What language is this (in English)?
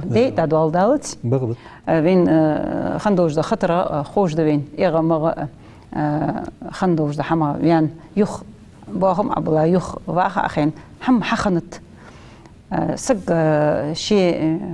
Ingush